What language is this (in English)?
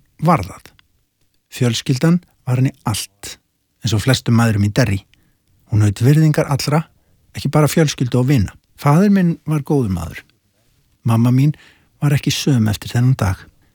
Icelandic